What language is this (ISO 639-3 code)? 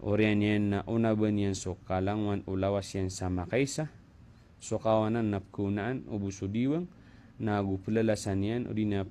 mrw